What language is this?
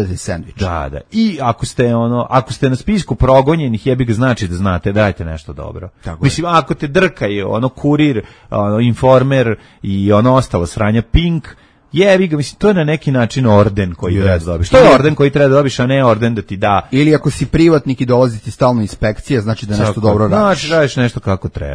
Serbian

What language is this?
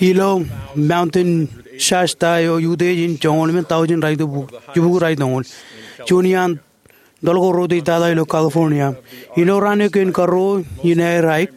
Marshallese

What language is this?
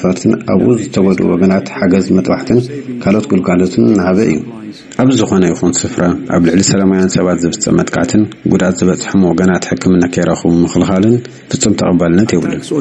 Tigrinya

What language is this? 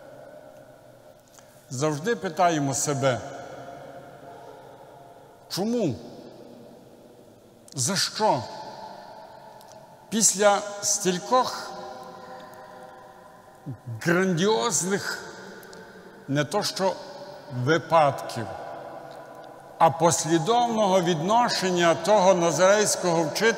Ukrainian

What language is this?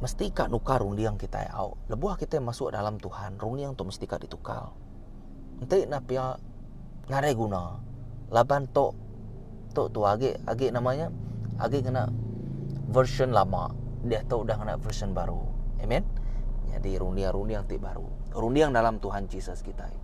Iban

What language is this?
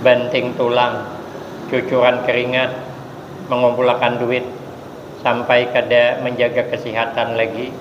Banjar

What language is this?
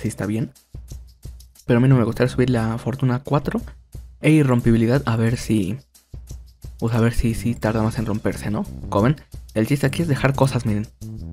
Spanish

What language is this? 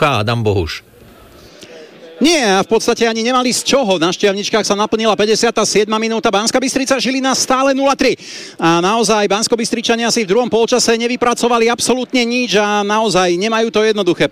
Slovak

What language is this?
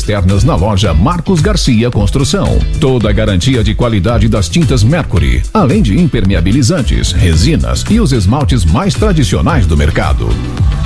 Portuguese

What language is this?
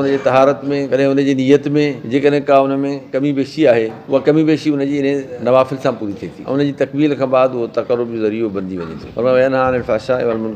Sindhi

